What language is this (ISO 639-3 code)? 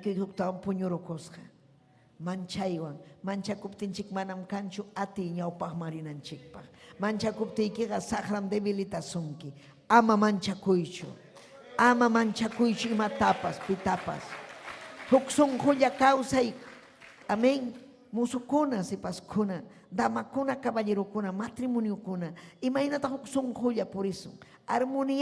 quy